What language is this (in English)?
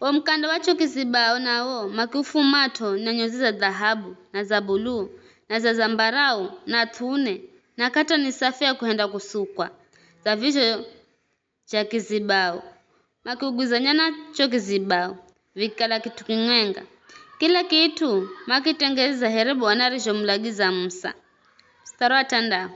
Giryama